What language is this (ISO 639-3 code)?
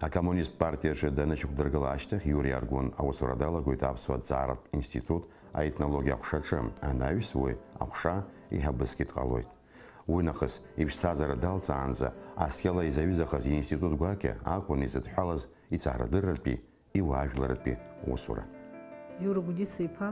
abk